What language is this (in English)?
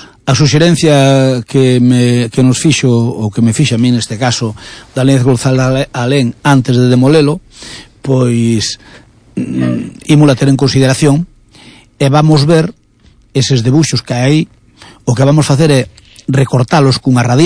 Galician